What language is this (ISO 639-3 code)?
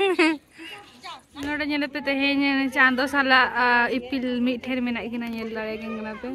sat